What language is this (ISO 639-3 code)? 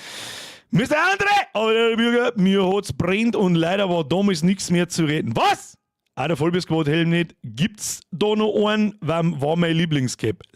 bar